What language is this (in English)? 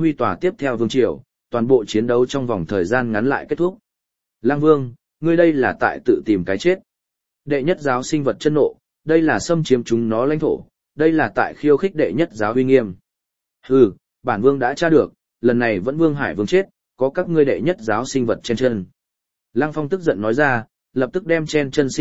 Vietnamese